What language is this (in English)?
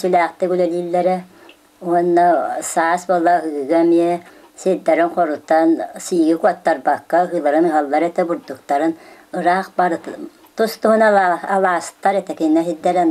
Yakut